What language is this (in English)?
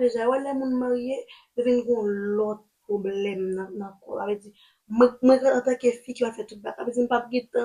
Haitian Creole